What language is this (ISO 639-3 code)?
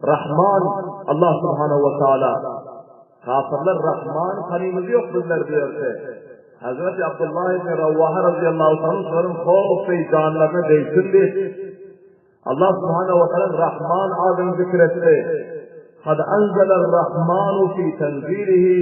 tuk